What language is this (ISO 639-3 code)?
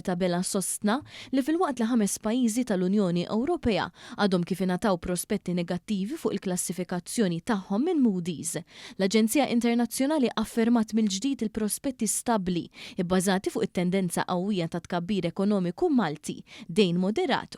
mlt